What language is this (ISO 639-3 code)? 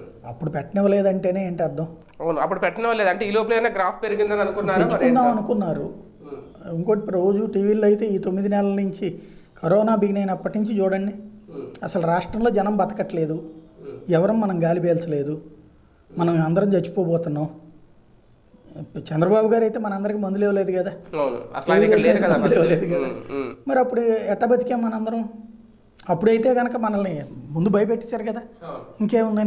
tel